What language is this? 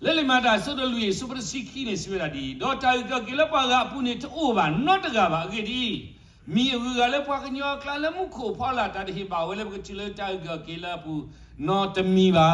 S'gaw Karen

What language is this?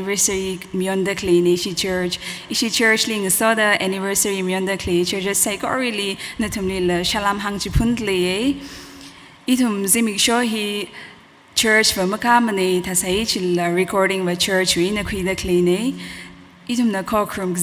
Tangkhul Naga (India)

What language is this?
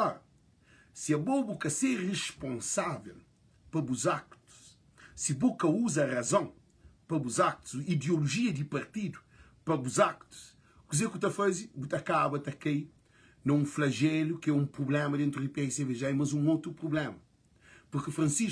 Kabuverdianu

